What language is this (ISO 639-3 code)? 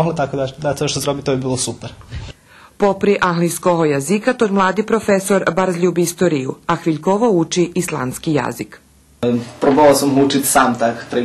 rue